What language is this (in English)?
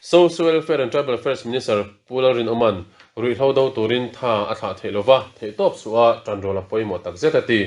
Mizo